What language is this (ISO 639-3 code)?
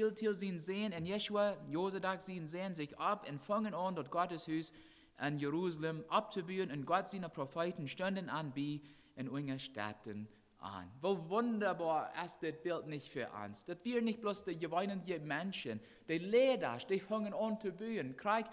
pdt